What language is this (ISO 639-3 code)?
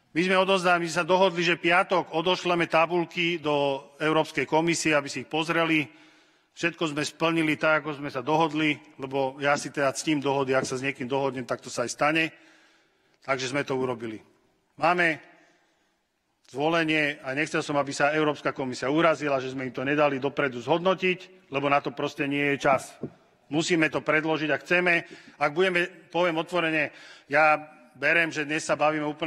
slk